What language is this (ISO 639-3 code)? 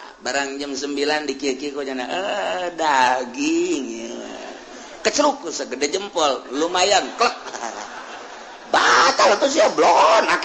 sun